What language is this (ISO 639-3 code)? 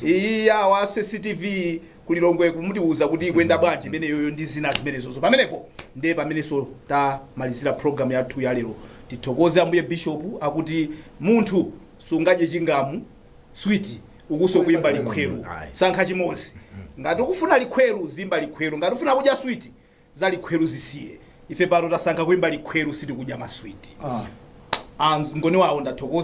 nya